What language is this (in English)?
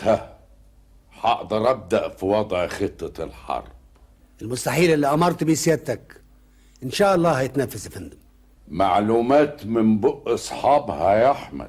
Egyptian Arabic